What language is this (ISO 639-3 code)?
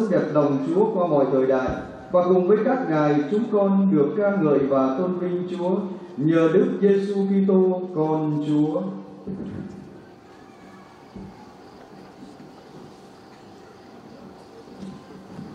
vie